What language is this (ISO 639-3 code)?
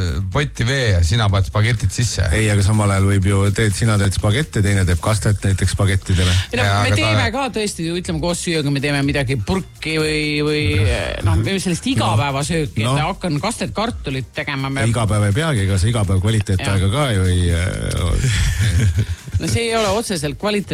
est